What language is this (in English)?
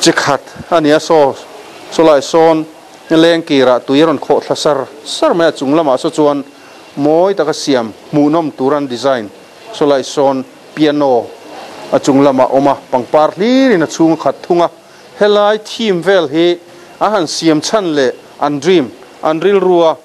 Mizo